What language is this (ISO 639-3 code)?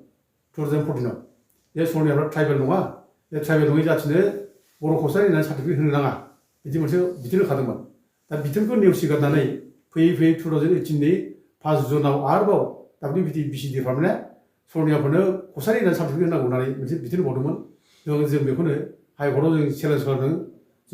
brx